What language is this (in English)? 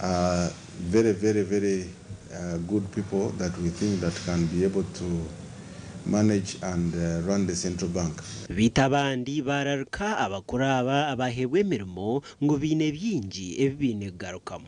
Nyankole